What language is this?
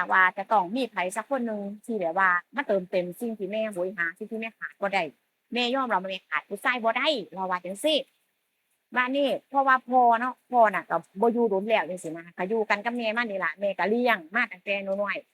Northeastern Thai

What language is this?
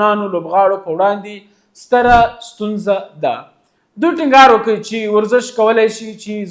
Pashto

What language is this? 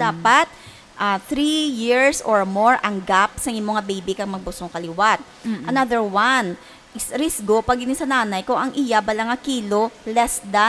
Hiligaynon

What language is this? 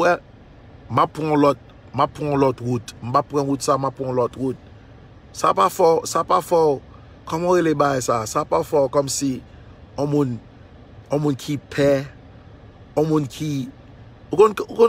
Haitian Creole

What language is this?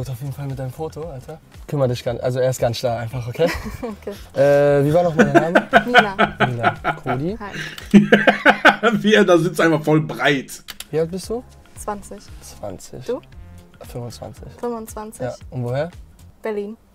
German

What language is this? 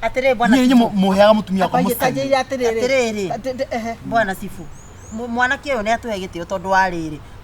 Kikuyu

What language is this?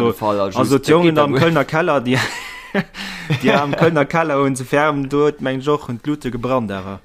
Luxembourgish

